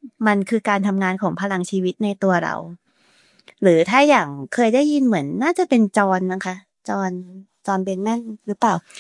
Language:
Thai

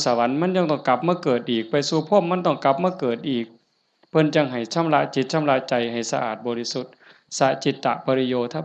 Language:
Northeastern Thai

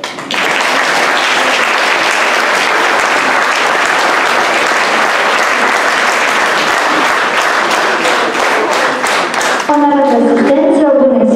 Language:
Romanian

